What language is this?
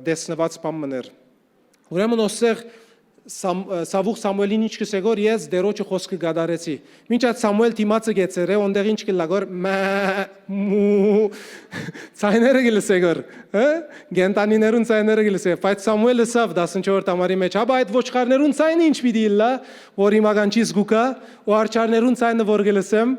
Western Armenian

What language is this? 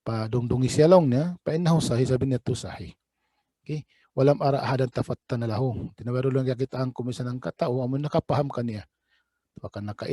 Tausug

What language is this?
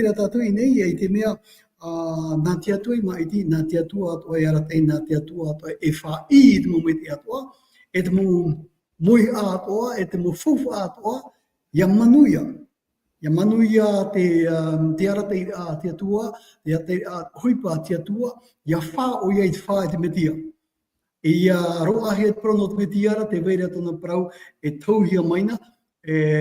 Tahitian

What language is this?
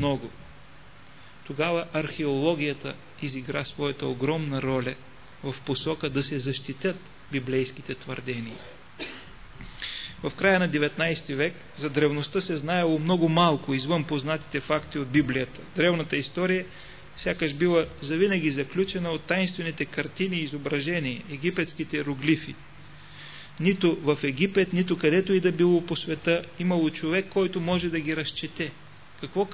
Bulgarian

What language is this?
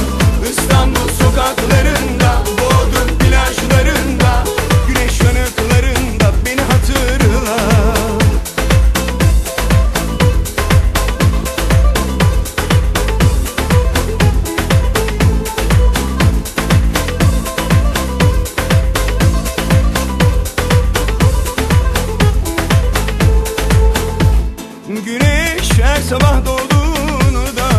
Turkish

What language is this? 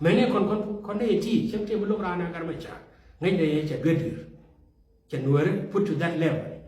Nuer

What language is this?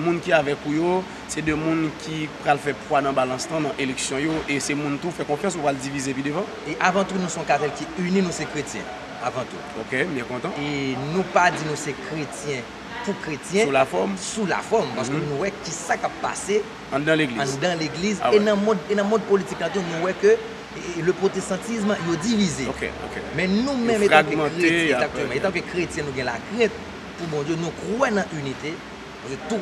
Haitian Creole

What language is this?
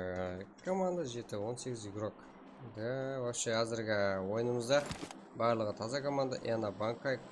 Kara-Kalpak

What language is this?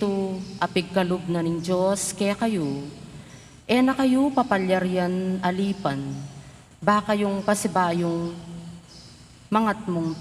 Pampanga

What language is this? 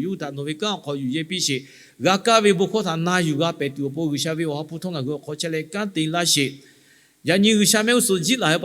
Lahu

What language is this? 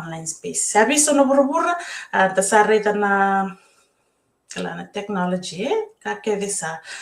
Fijian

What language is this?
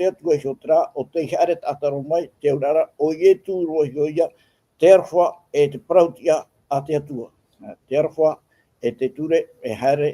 Tahitian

